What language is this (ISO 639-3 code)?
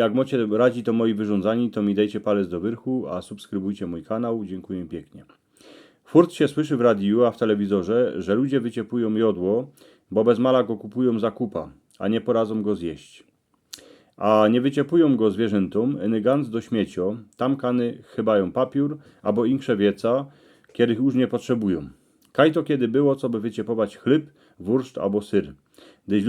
szl